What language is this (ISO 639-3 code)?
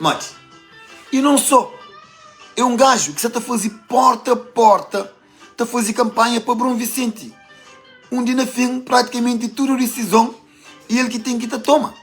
kea